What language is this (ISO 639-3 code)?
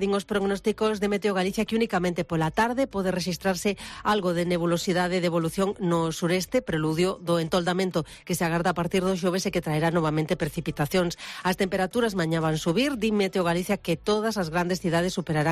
glg